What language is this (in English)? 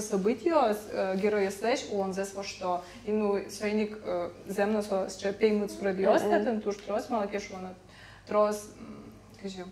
Udmurt